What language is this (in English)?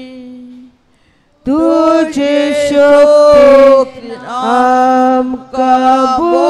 Konkani